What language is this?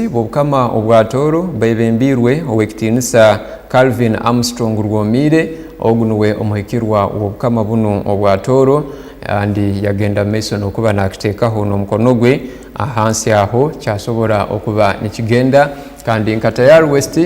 Tooro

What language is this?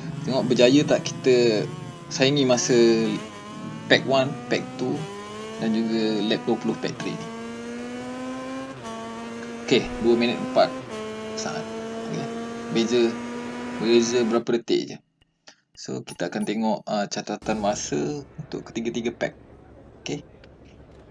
Malay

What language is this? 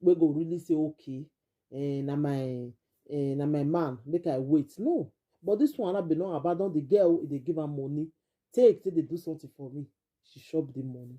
Nigerian Pidgin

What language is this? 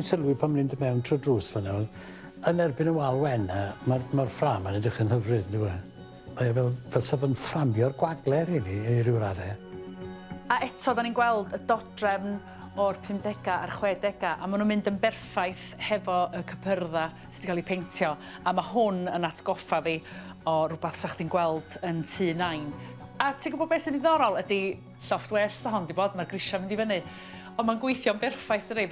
Welsh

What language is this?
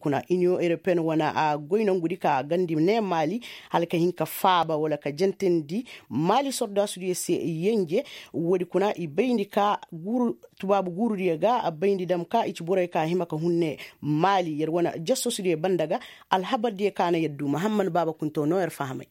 Koyraboro Senni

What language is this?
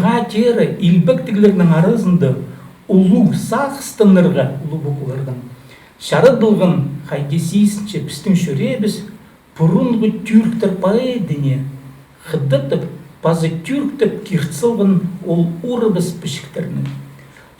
Khakas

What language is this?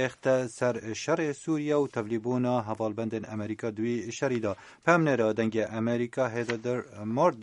Kurdish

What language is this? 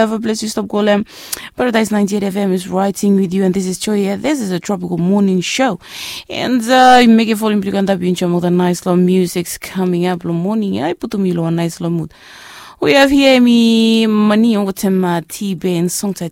Bislama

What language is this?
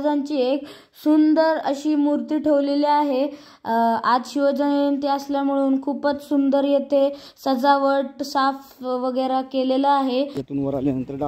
Marathi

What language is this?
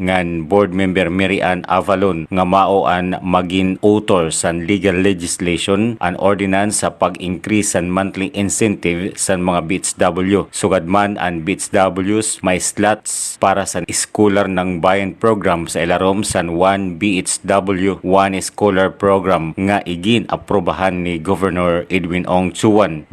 Waray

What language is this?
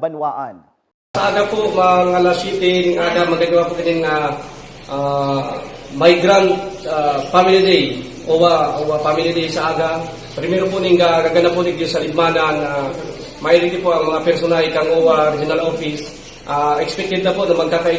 Bikol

